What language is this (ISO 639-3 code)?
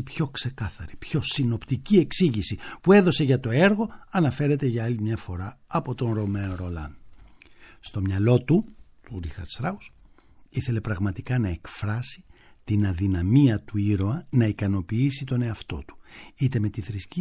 ell